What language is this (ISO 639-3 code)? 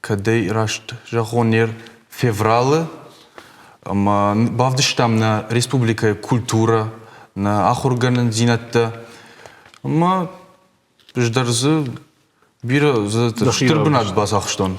oss